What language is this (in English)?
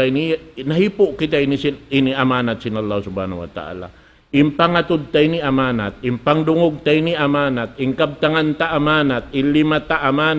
Tausug